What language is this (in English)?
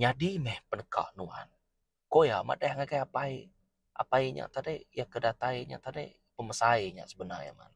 Iban